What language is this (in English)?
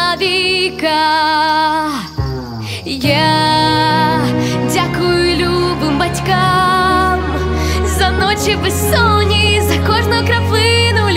Ukrainian